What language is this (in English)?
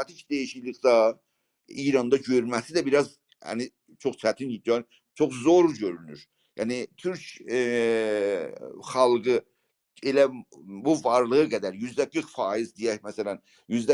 South Azerbaijani